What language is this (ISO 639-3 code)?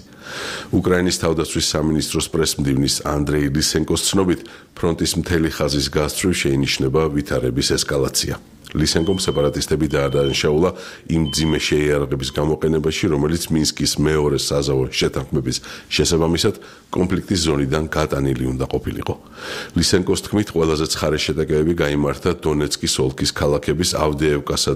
kat